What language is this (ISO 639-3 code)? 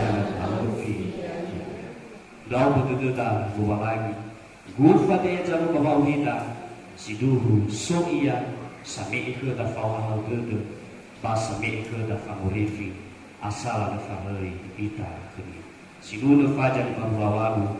nia